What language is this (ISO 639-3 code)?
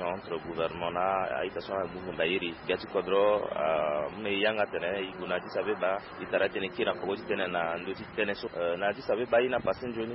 sag